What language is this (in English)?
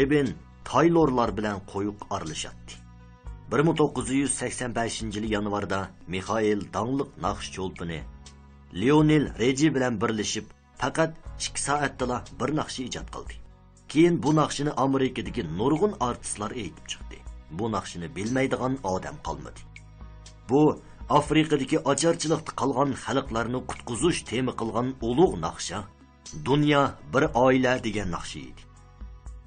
Uyghur